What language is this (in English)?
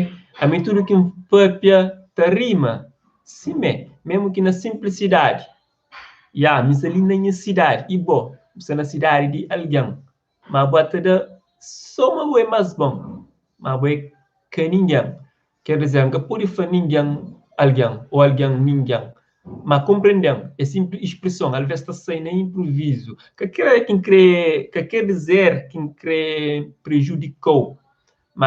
Kabuverdianu